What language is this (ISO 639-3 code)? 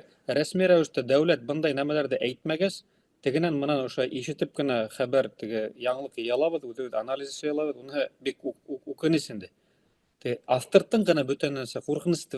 bak